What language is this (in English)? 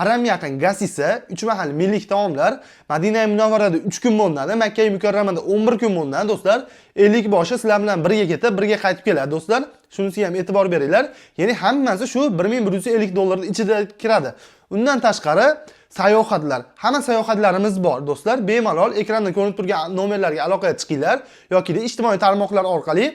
Uzbek